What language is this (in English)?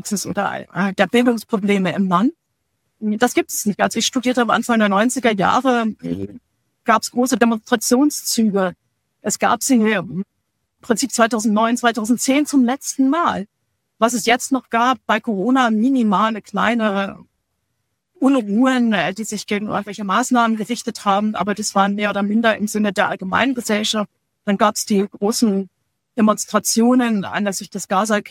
German